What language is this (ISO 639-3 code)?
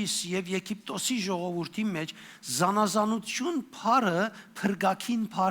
hyw